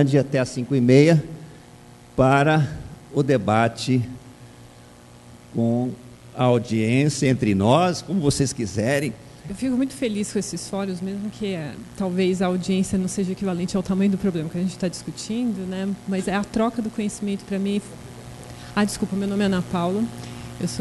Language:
Portuguese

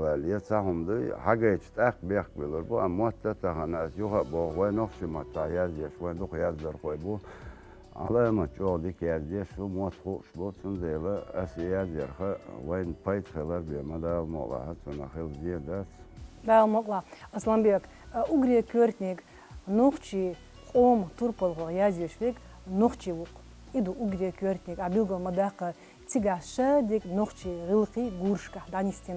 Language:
Chechen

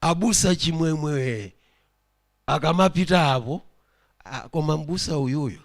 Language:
Nyanja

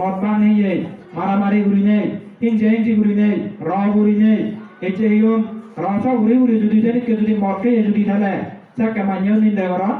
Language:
Chakma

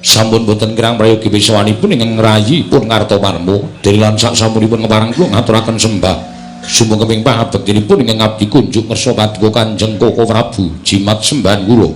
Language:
Javanese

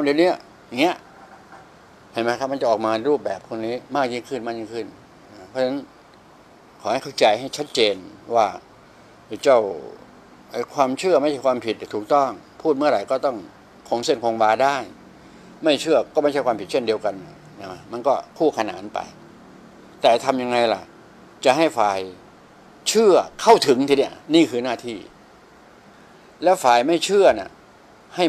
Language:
Thai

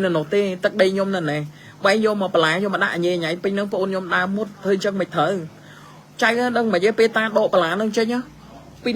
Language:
Khmer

